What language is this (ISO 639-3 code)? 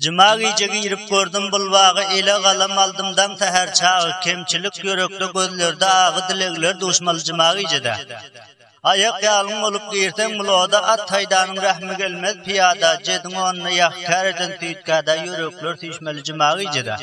tuk